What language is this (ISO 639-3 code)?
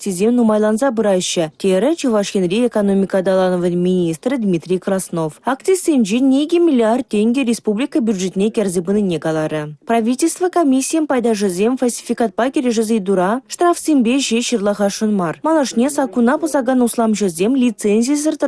chv